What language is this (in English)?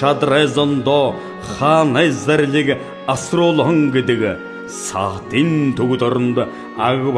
Buriat